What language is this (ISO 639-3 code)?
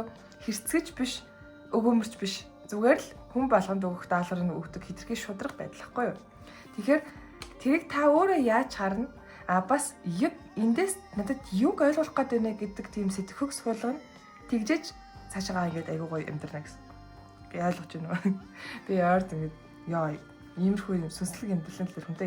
mon